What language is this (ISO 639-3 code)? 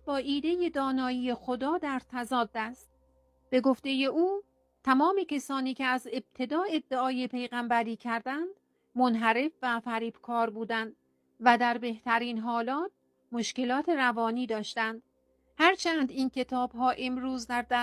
fas